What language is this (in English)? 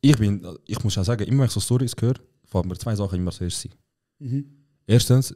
Swiss German